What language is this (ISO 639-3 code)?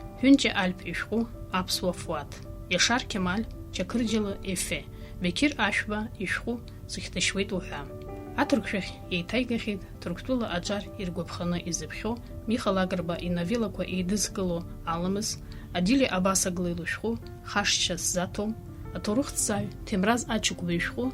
abk